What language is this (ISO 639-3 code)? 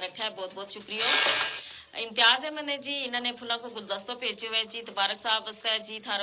gju